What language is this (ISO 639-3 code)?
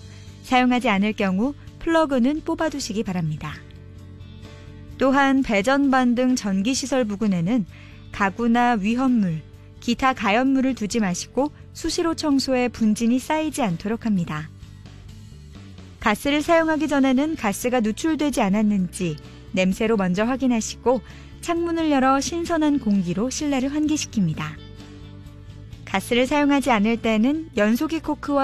kor